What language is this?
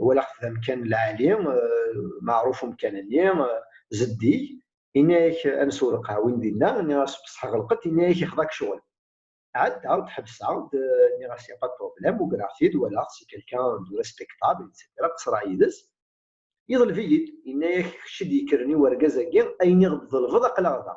Kabyle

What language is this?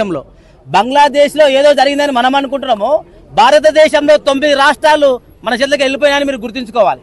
Telugu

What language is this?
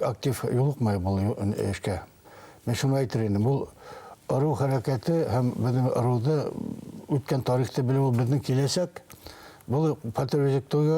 Bashkir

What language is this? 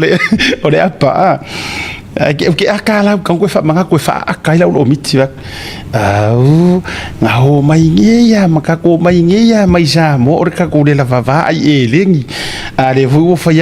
Samoan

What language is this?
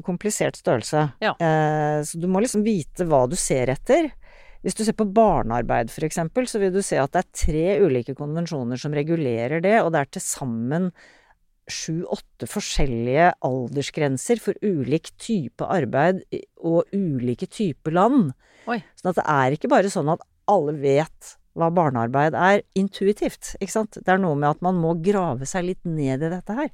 Norwegian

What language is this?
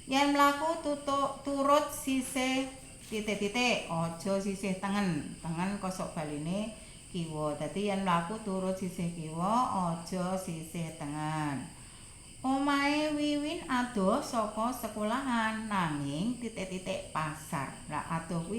Javanese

